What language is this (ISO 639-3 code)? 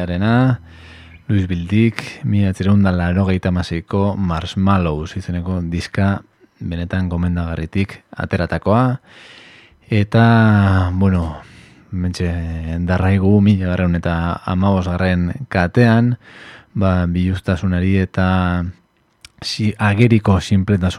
eus